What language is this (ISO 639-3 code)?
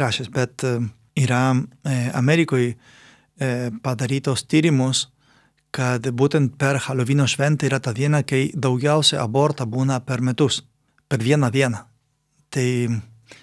lit